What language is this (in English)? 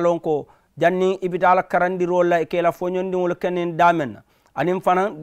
Mandingo